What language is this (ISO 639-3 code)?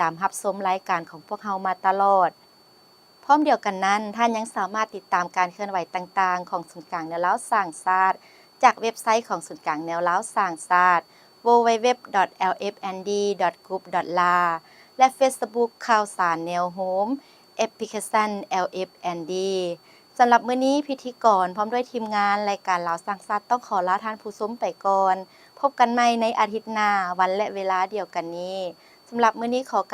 lao